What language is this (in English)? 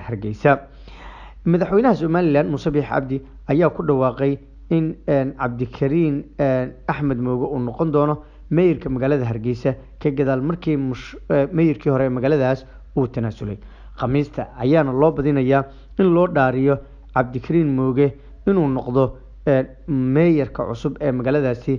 Somali